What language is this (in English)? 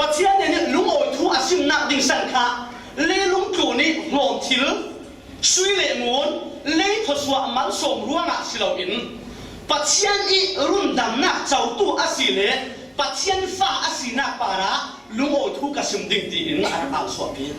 Falam Chin